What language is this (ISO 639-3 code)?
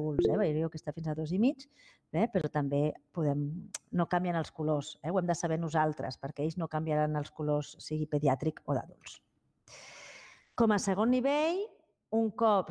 cat